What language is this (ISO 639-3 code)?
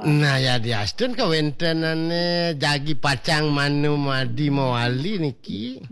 ban